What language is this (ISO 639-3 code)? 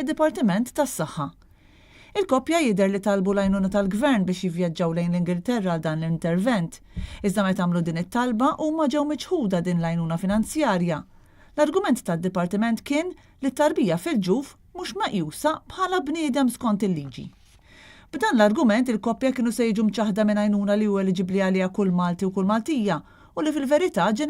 mlt